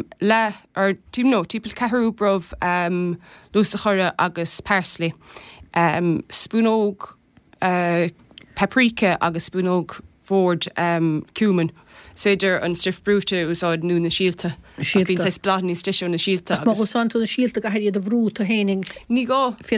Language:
Irish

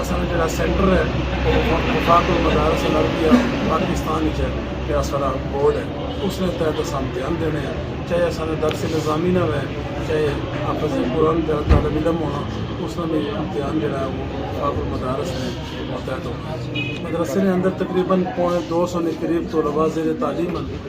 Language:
Pahari-Potwari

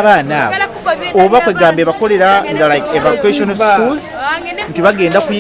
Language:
Ganda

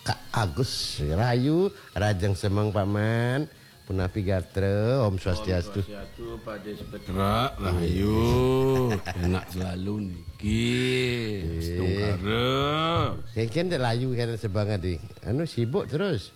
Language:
Balinese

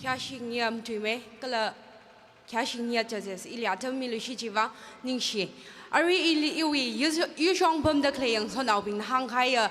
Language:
Tangkhul Naga (India)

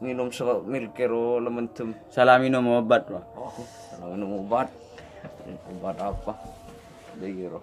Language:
Madurese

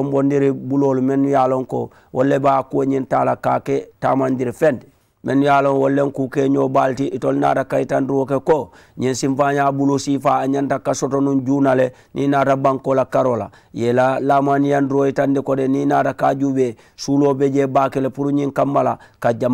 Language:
Mandingo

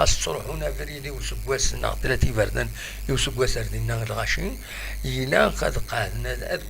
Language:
Kabyle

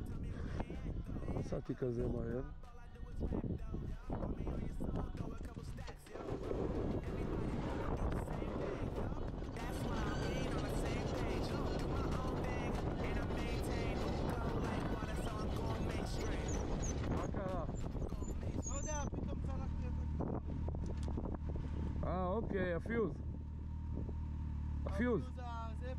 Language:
Hebrew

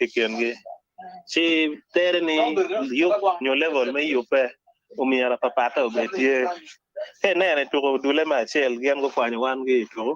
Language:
Acoli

